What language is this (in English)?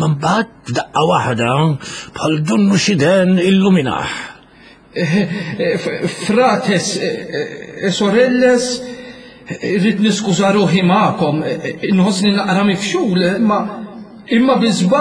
Maltese